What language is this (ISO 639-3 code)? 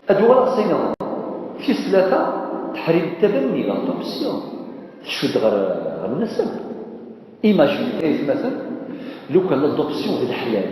kab